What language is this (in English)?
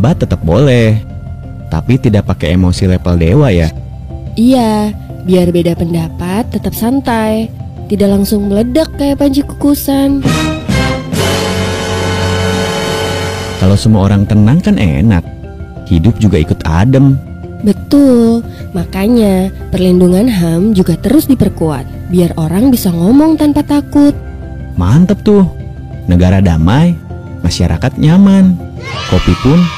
Indonesian